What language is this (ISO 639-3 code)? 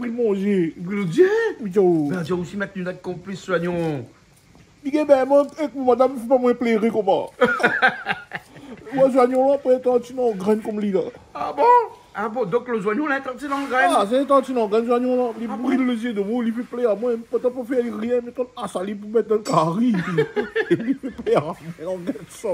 rcf